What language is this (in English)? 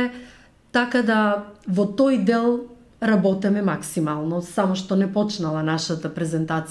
Macedonian